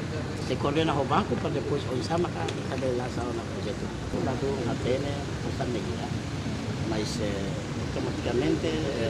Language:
Tetum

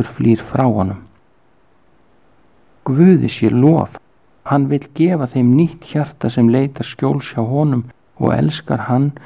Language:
Icelandic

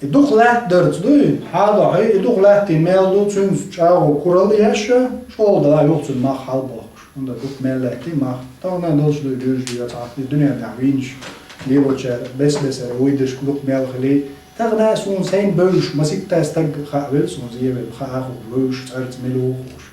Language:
Chechen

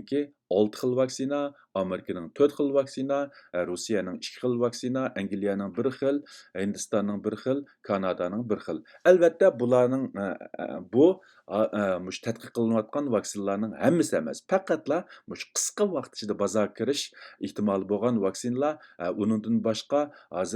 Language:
Uyghur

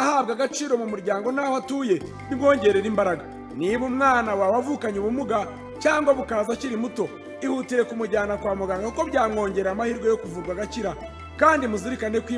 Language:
Kinyarwanda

